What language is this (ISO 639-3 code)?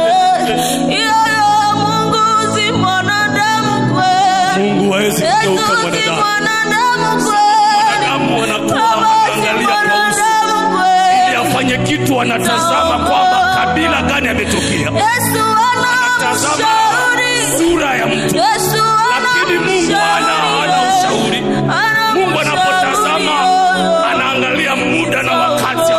swa